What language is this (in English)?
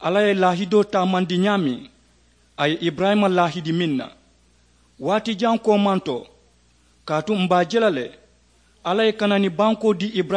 Mandingo